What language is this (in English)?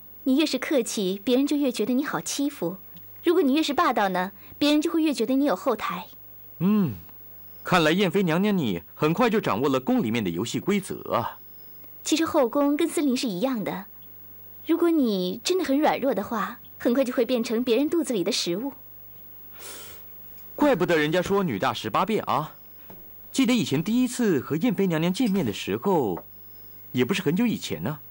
Chinese